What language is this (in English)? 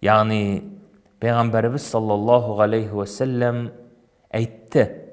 Tatar